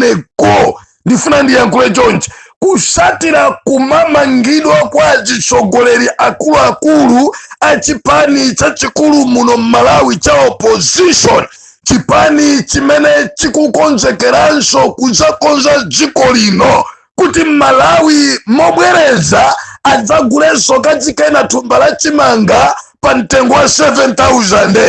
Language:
Nyanja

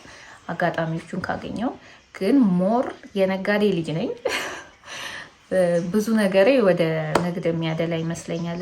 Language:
Amharic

